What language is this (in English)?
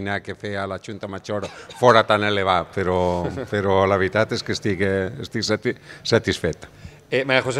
Catalan